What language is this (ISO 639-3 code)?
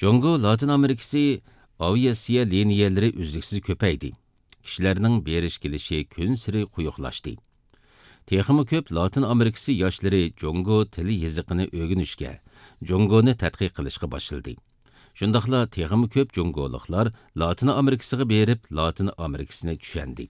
uig